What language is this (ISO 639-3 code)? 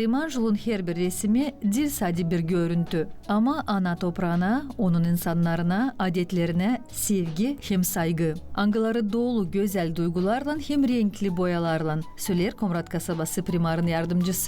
gag